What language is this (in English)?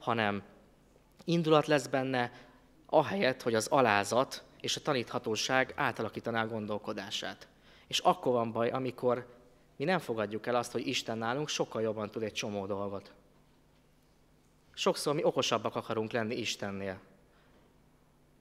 Hungarian